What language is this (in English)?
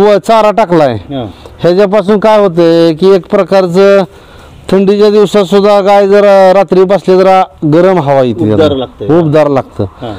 Marathi